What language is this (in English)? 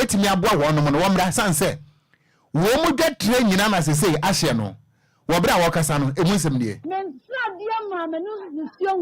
Akan